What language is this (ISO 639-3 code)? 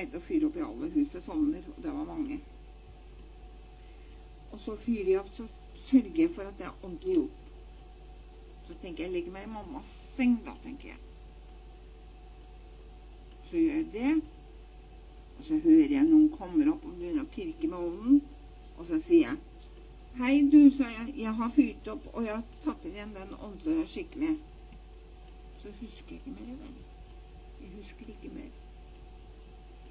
nor